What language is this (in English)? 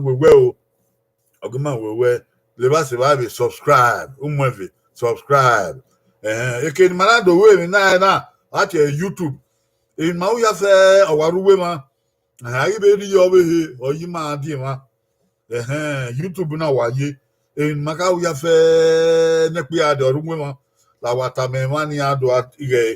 Bini